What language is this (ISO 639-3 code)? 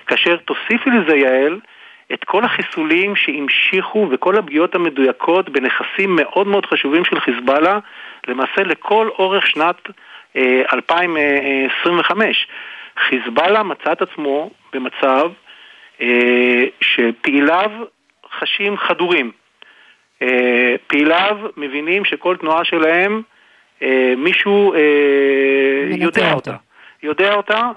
heb